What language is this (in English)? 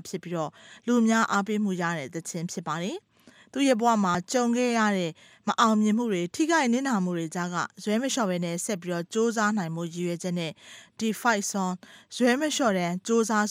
Burmese